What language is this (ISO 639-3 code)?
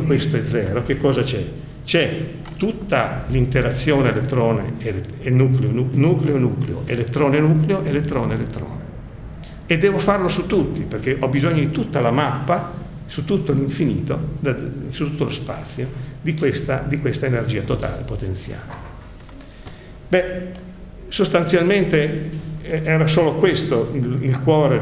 ita